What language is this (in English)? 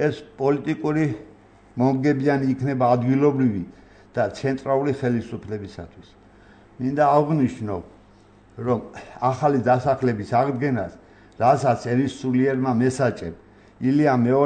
Georgian